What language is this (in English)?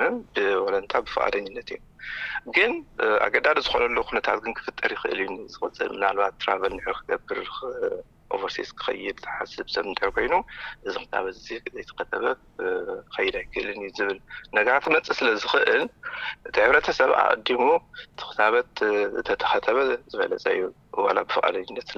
Tigrinya